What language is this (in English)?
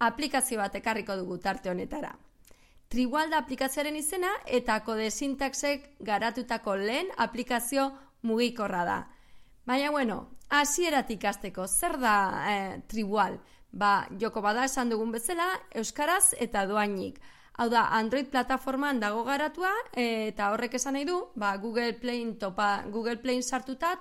Basque